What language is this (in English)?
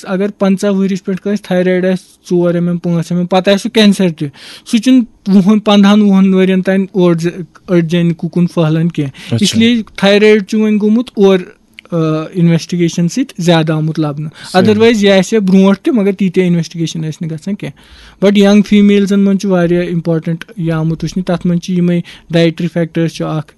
Kashmiri